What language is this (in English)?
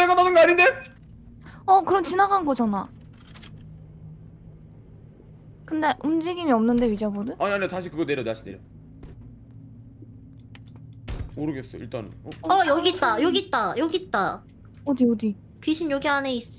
Korean